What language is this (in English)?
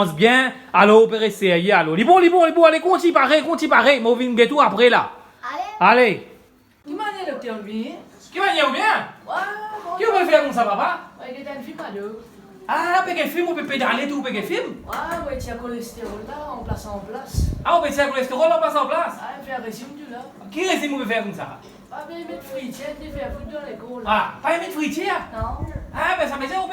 Morisyen